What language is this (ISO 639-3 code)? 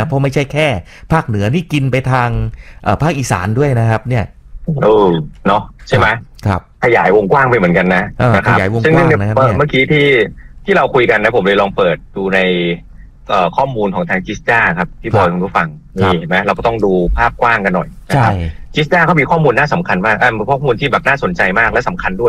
tha